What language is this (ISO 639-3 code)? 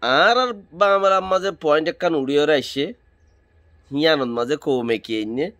rhg